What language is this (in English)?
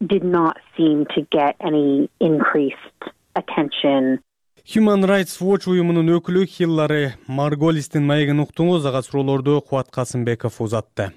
Kyrgyz